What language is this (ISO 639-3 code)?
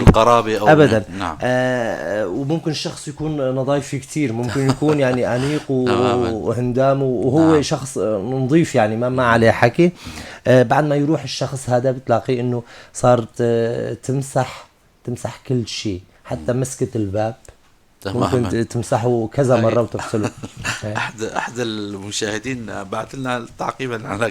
apc